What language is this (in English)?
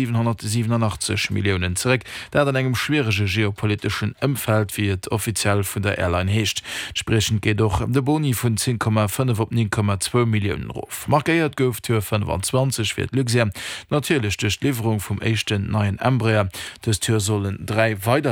Luxembourgish